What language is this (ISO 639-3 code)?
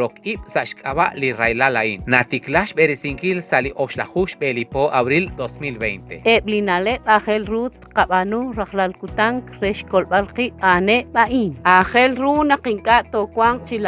kek